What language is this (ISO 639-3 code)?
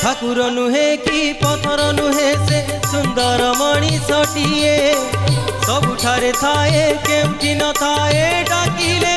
ori